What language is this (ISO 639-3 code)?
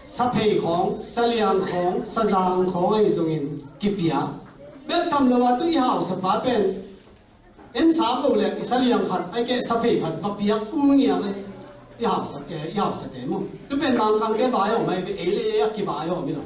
ctd